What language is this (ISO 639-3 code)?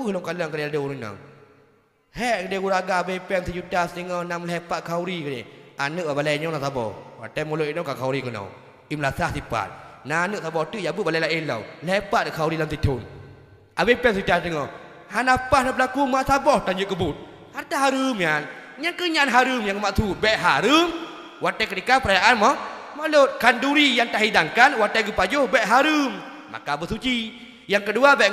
ace